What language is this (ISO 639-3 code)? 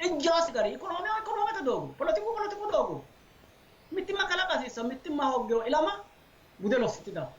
sid